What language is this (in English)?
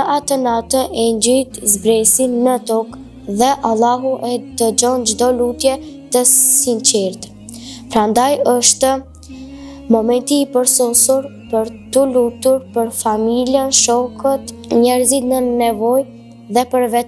Albanian